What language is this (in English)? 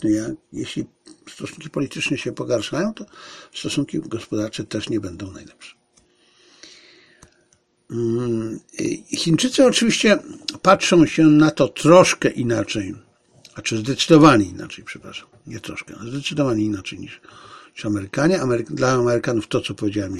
Polish